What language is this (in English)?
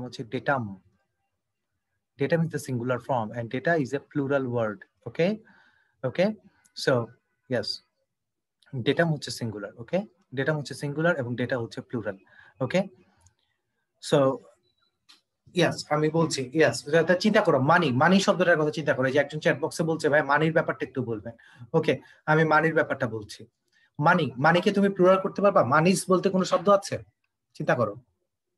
Bangla